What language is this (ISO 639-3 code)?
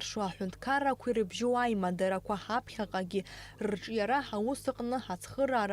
abk